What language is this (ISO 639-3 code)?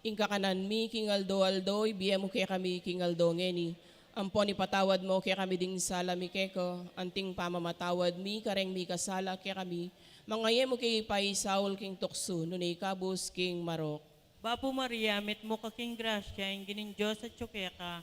pam